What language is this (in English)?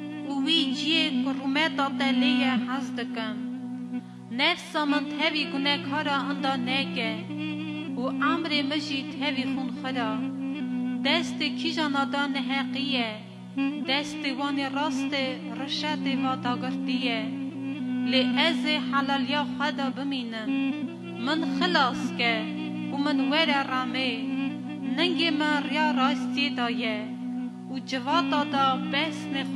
Kurdish